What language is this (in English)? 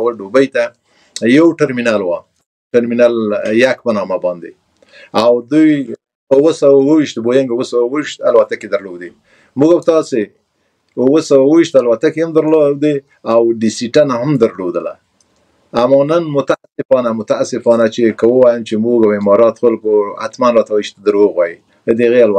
Pashto